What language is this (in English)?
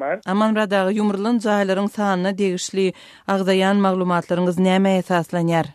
Turkmen